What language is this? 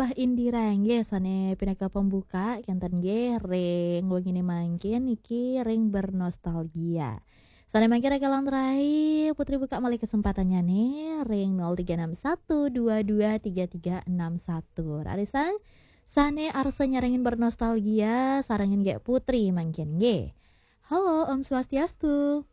Balinese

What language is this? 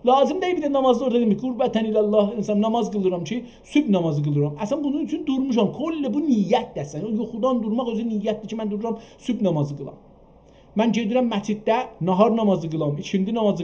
South Azerbaijani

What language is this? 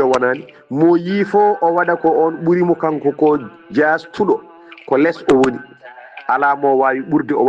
Fula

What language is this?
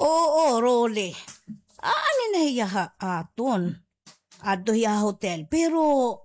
Waray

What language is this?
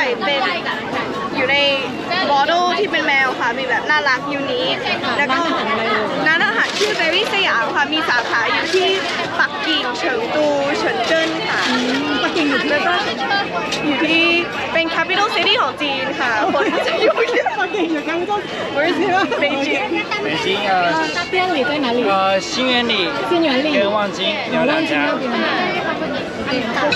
Thai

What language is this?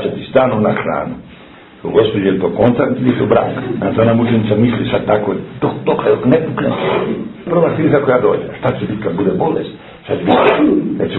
Serbian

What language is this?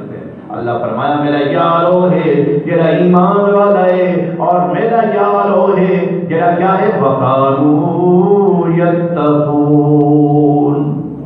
Saraiki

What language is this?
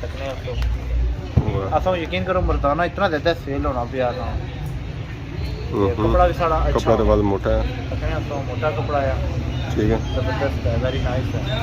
Pahari-Potwari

